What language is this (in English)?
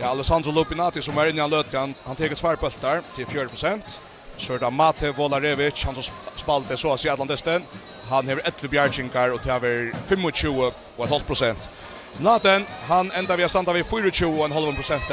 Faroese